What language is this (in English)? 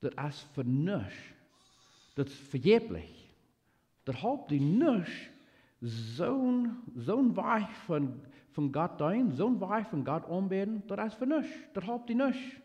Plautdietsch